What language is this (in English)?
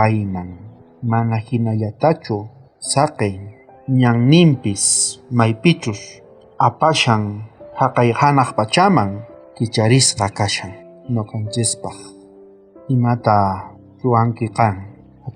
South Bolivian Quechua